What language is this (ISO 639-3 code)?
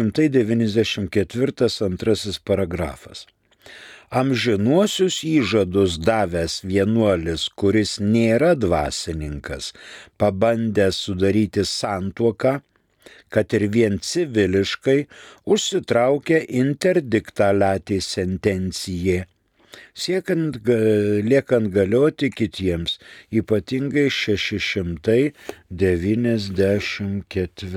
lit